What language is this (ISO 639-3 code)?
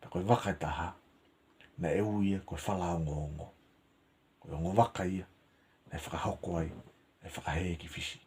ton